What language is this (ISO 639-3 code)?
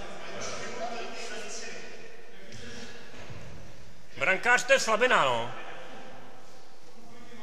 ces